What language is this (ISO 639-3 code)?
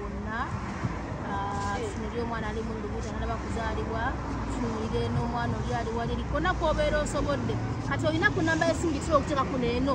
lug